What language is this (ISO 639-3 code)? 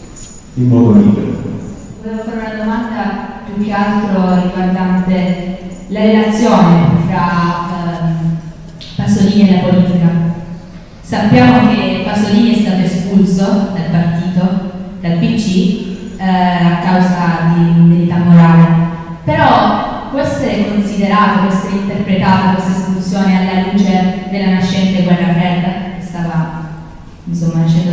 ita